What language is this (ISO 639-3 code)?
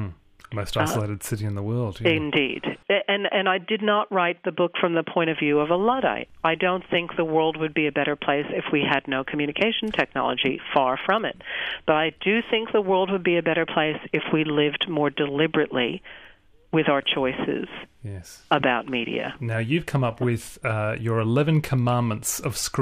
eng